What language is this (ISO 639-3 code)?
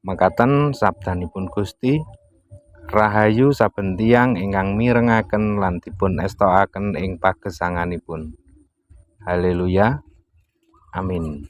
jav